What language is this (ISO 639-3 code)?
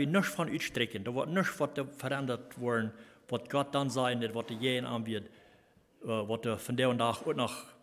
pdt